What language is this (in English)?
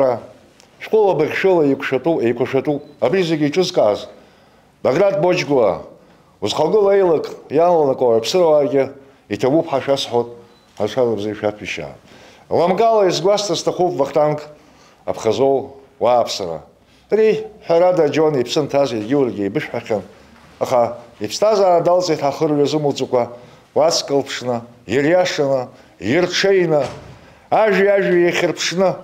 Abkhazian